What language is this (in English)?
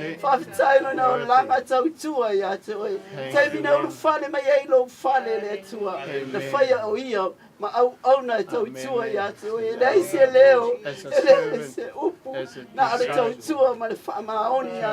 Samoan